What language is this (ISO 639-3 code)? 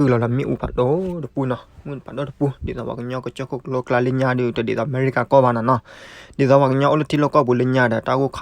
ksw